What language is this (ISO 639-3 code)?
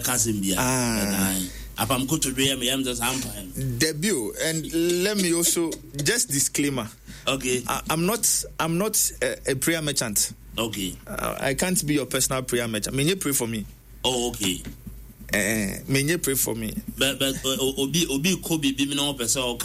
aka